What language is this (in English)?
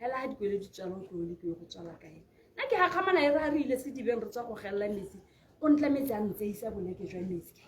Tswana